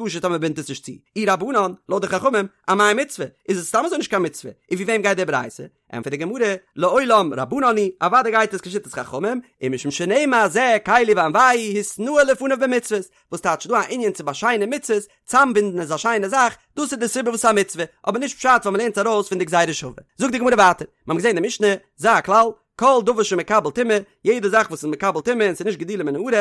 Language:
Yiddish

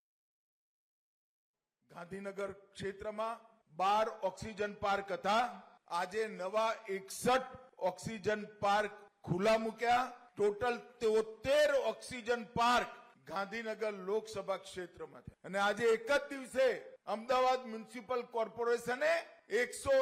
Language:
Gujarati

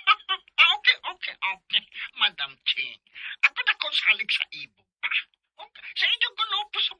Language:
Cebuano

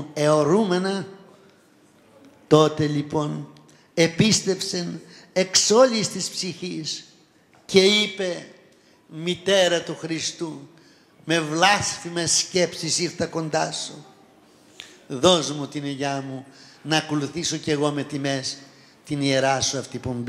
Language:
Greek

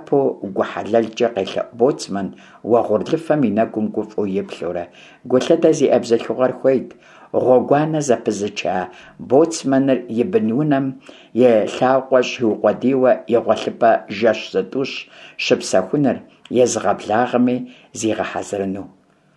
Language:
Kabardian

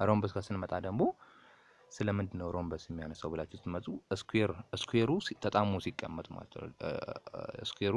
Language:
Amharic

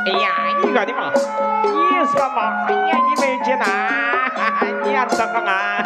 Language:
Betawi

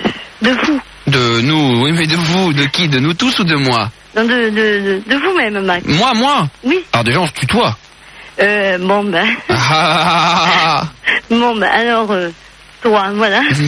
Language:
French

